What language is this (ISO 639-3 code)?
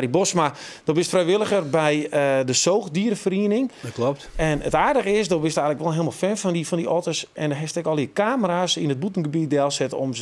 fry